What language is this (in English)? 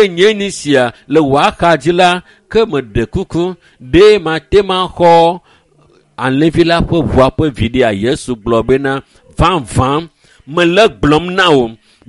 Ewe